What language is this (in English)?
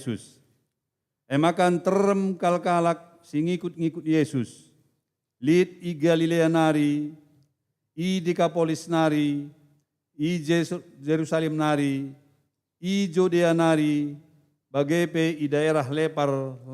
Batak Karo